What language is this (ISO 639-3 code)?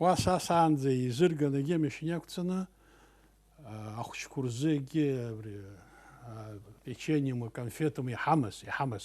abk